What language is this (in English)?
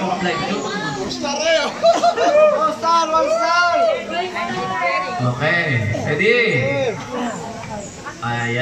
Filipino